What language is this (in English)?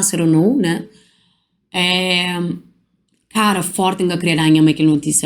Kabuverdianu